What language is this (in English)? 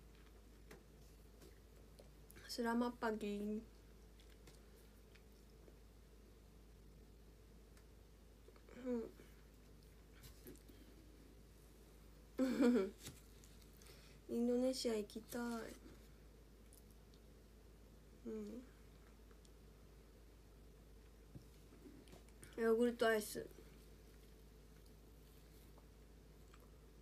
Japanese